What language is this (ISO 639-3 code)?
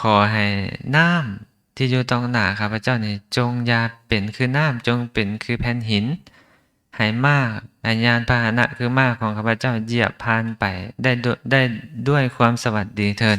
lao